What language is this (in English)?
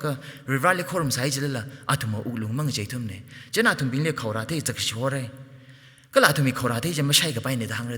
Tangkhul Naga (India)